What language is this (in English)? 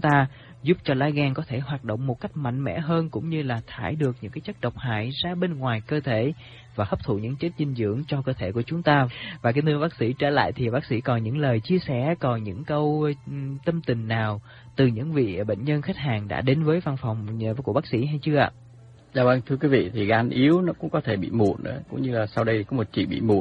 Vietnamese